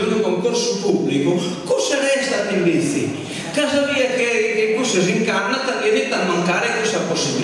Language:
Sardinian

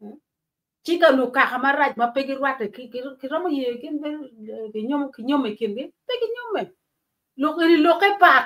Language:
Acoli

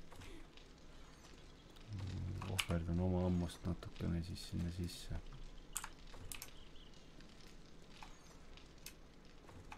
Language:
Estonian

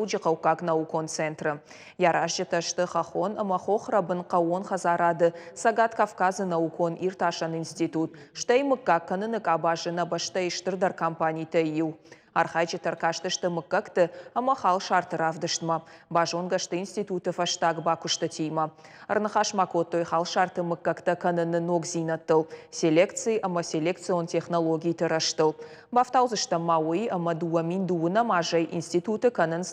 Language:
Ossetic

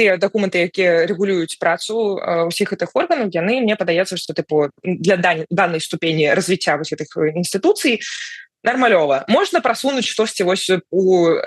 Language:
Belarusian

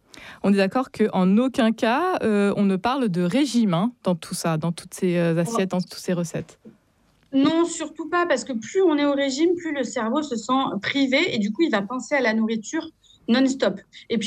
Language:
French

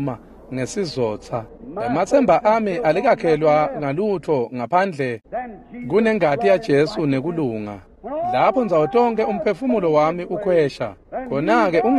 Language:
Swati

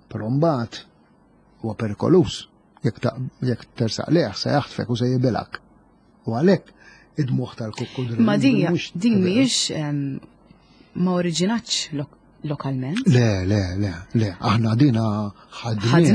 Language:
Maltese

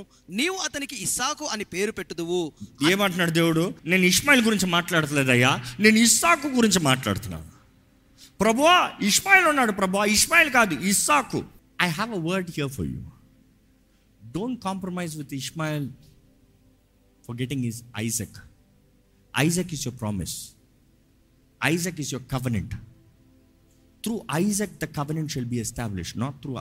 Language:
Telugu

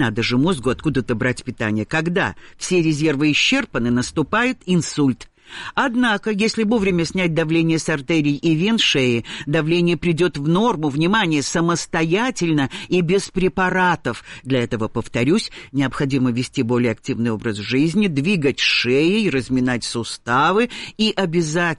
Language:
Russian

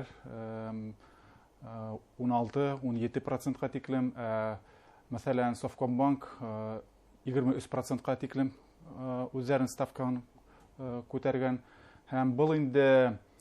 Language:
Bashkir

